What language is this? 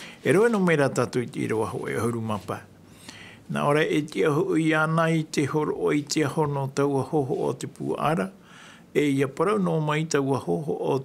Tahitian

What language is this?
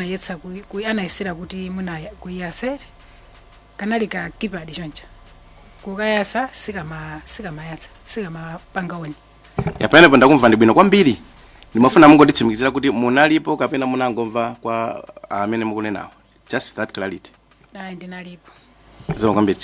Nyanja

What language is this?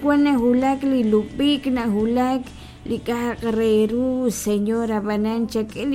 Kekchí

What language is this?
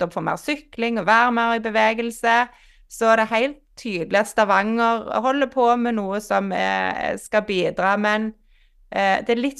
Norwegian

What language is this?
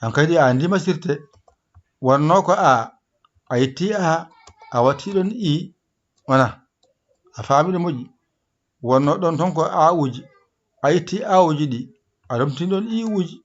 Fula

